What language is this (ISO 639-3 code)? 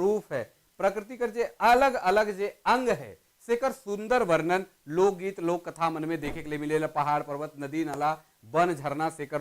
sck